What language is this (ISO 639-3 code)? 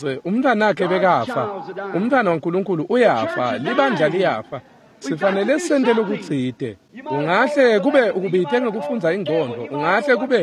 ssw